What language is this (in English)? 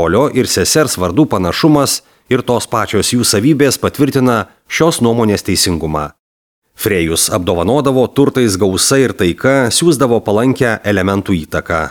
Lithuanian